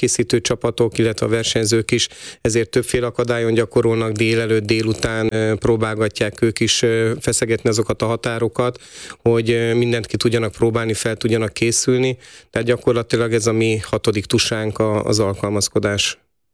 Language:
Hungarian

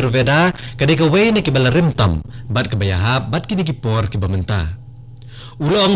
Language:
Khasi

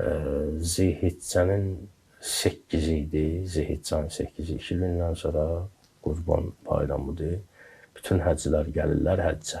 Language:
Azerbaijani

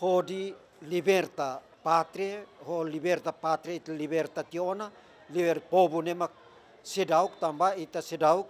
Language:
Tetum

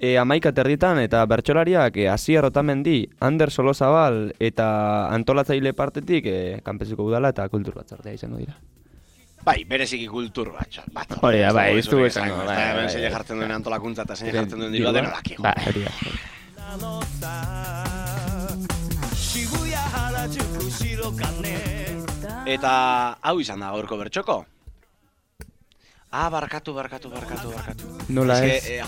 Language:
Basque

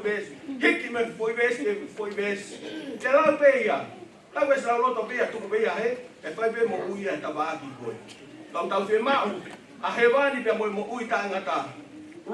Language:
Tongan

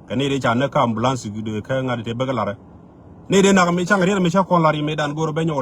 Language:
Nuer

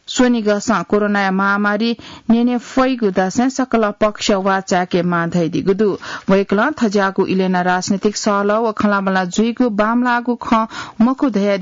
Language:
Newari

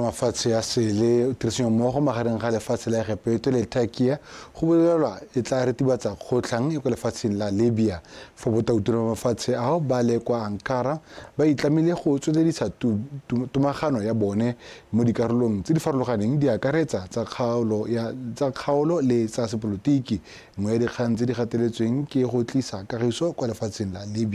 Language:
Tswana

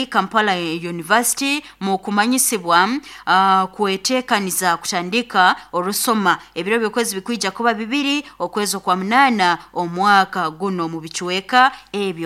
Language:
Nyoro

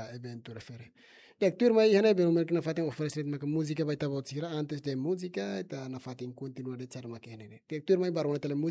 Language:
Tetum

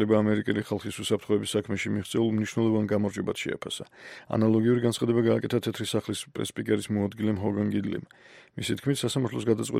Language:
Georgian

